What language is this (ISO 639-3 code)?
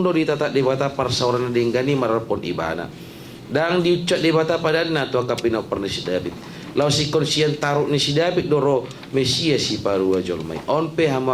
bbc